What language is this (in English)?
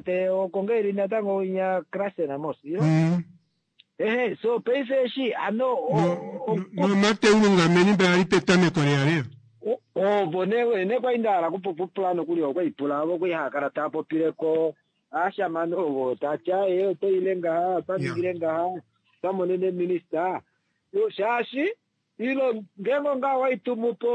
Kuanyama